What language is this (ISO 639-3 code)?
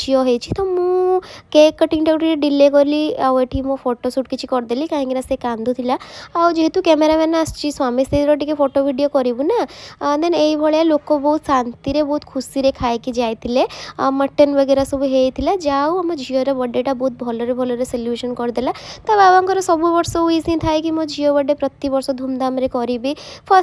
ori